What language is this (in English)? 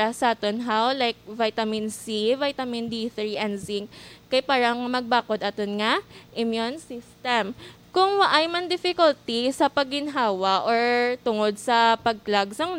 Hiligaynon